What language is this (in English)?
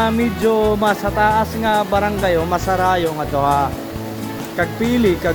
Waray